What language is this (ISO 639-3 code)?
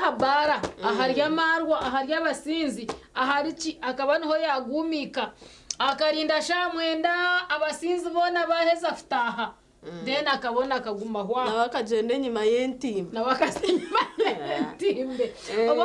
nyn